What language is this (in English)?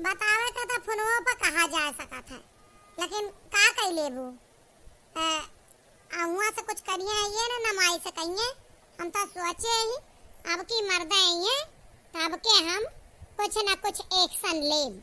Awadhi